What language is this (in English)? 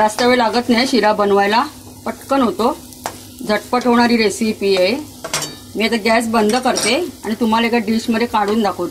Marathi